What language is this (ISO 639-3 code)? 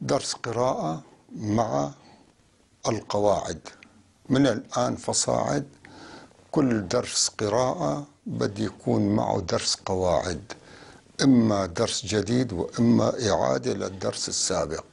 apc